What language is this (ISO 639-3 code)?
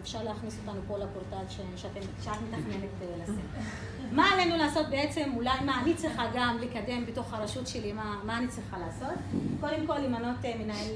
heb